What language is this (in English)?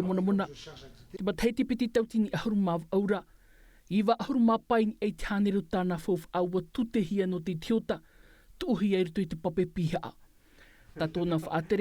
Tahitian